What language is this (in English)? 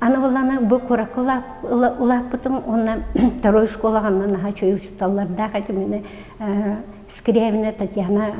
Yakut